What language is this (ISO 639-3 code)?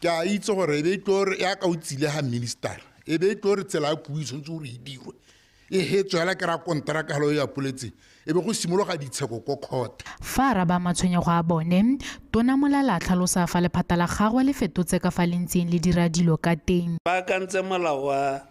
tsn